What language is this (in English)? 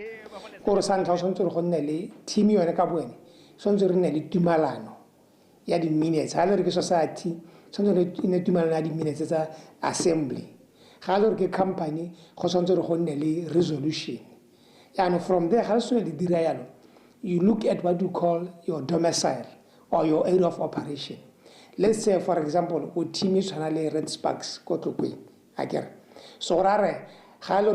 Tswana